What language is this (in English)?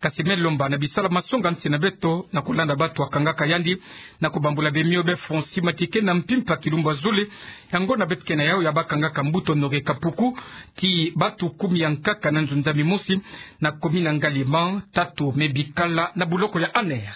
Kituba (Democratic Republic of Congo)